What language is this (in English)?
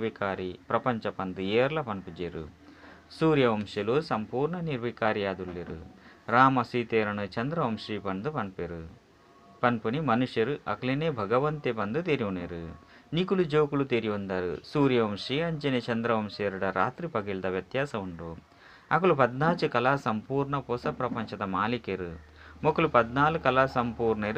Tulu